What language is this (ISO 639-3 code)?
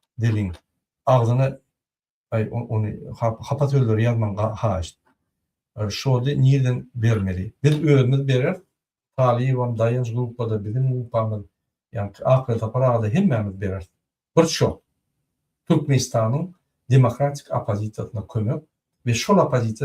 tuk